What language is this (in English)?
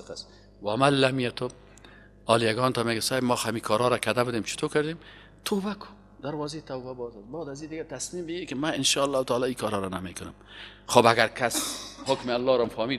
Persian